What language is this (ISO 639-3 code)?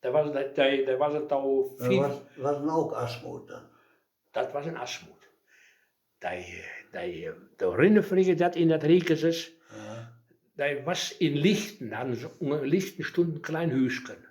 wep